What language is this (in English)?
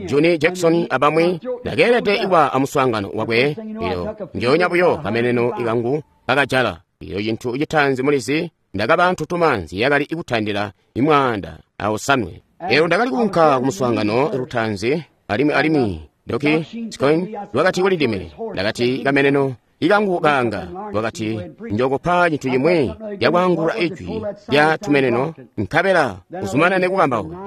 Tonga (Zambia)